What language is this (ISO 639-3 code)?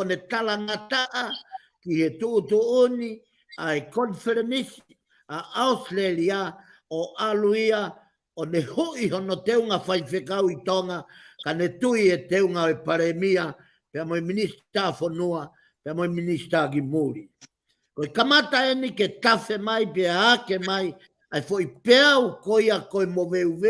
ton